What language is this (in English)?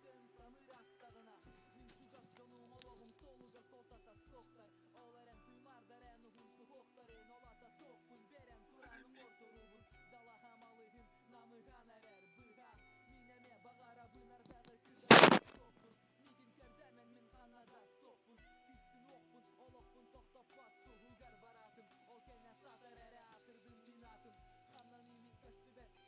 Yakut